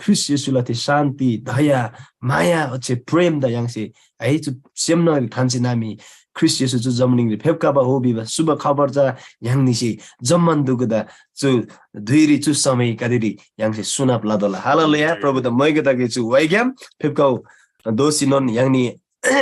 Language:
Eastern Tamang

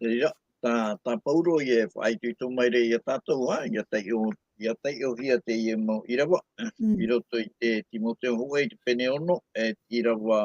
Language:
Tahitian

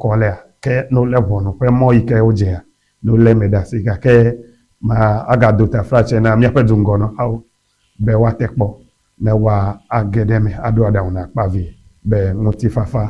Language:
Ewe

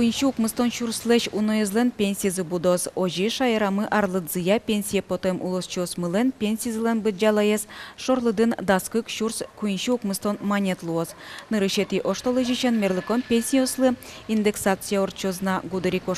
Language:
Udmurt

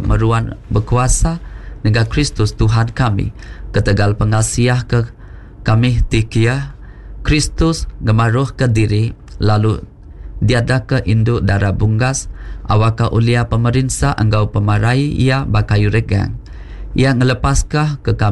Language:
Iban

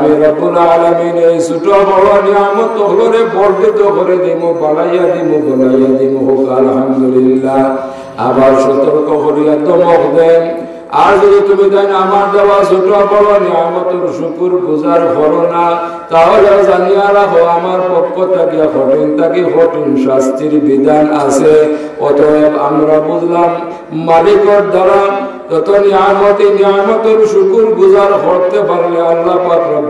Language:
Sylheti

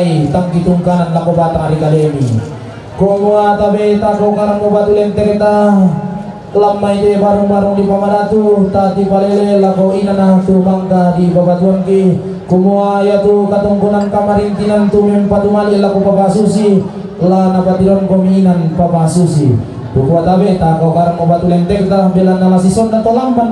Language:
Toraja-Sa'dan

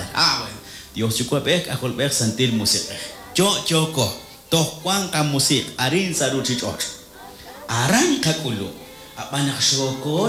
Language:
Kekchí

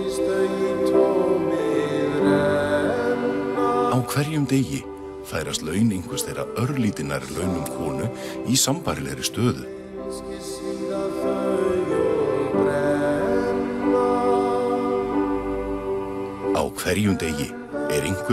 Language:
Icelandic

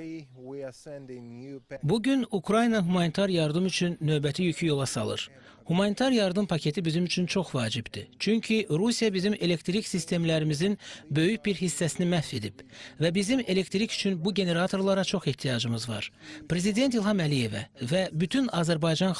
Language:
Azerbaijani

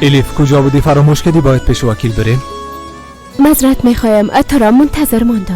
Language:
Persian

